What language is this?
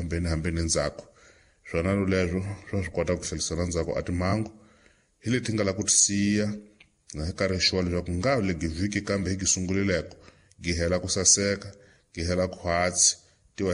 Tsonga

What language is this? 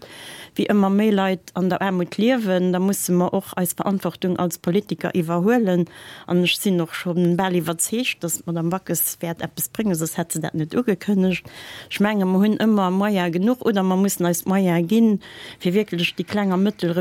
Luxembourgish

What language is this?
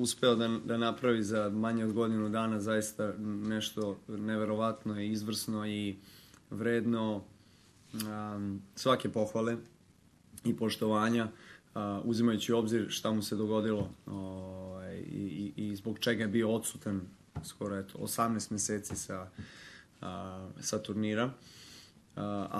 Serbian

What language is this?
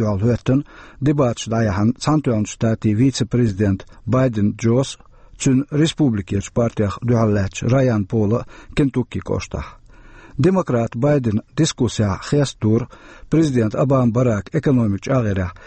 Chechen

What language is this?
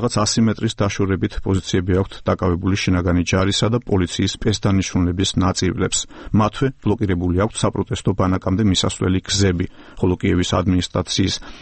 Georgian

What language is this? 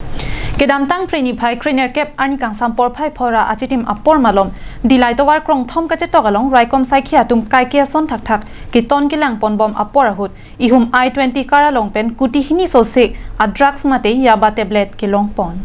Karbi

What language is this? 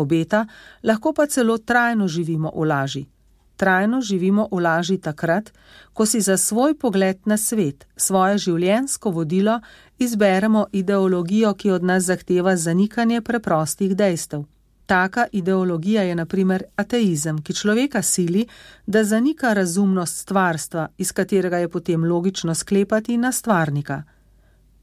Slovenian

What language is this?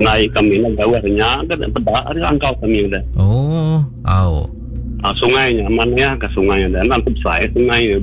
Iban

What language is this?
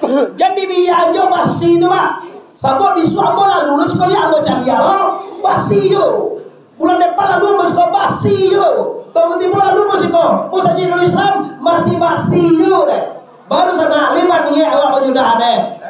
Minangkabau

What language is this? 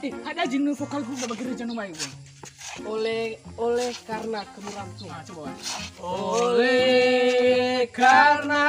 Nias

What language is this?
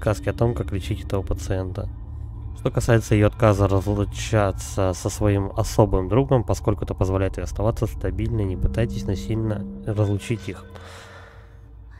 Russian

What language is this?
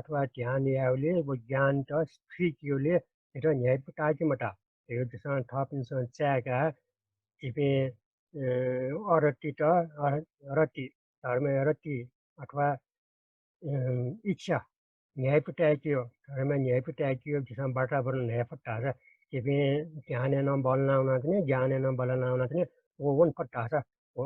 Newari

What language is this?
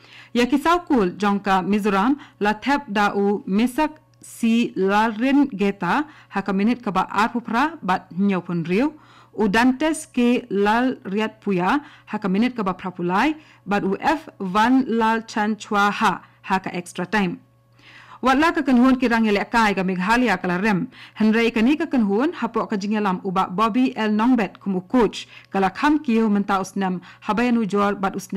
Khasi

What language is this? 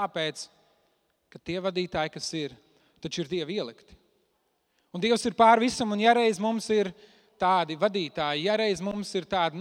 Latvian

